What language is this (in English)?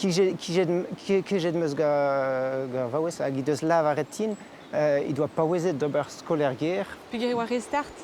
Breton